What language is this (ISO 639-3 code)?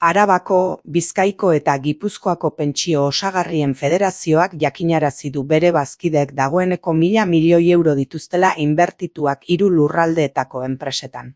eus